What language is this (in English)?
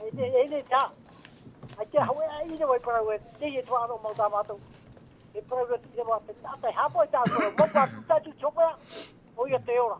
Tahitian